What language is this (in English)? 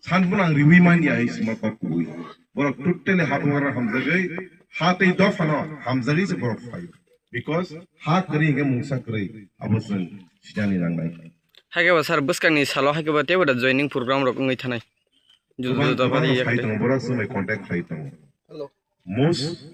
Kok Borok